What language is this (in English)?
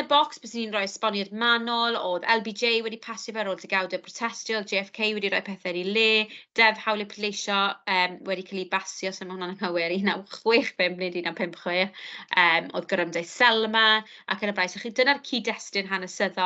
Welsh